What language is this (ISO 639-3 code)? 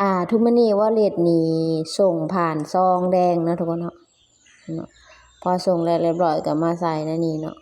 lao